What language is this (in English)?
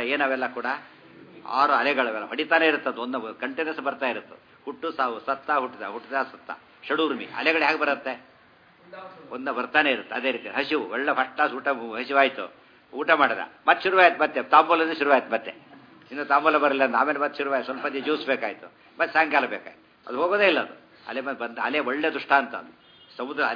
Kannada